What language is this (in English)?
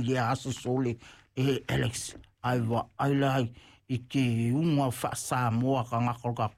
Samoan